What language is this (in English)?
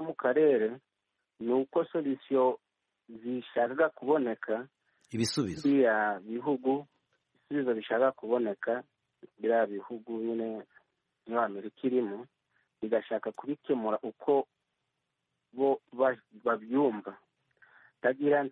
Kinyarwanda